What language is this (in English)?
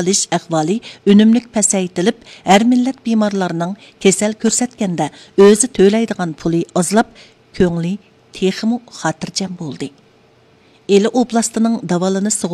Uyghur